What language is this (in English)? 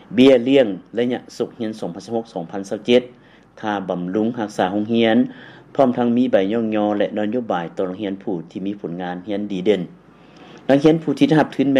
Lao